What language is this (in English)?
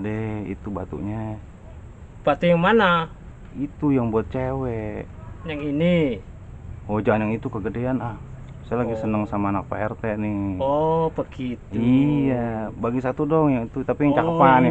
Betawi